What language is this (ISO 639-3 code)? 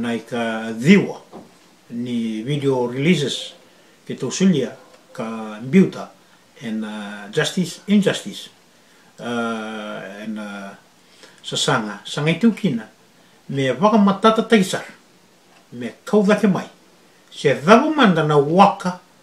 fij